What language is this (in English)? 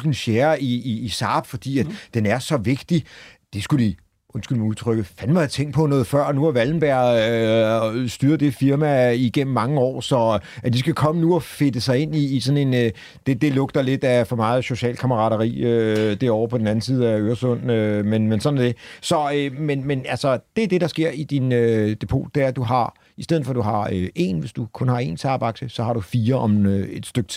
Danish